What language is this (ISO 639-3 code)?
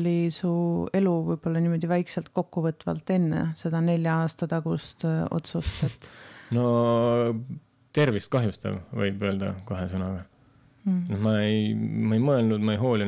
est